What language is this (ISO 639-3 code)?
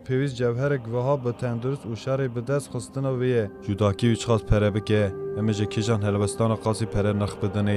kur